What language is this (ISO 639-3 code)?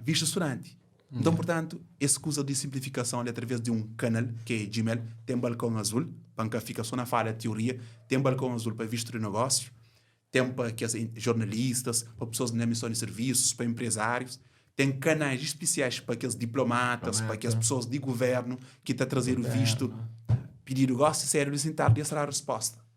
kea